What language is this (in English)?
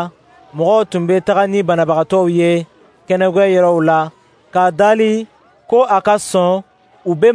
Dyula